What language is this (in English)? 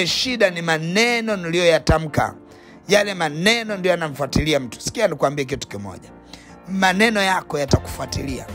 Swahili